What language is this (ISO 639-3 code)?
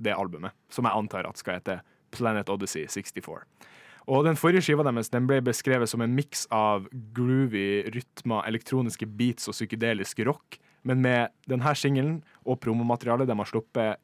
nor